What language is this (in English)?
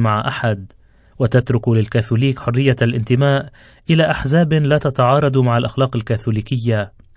Arabic